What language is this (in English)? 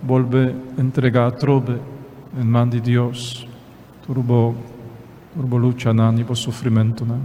Papiamento